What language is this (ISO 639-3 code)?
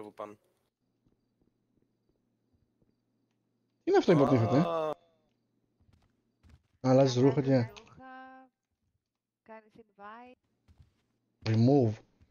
ell